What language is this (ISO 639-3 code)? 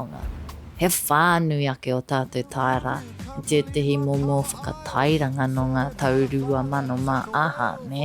mri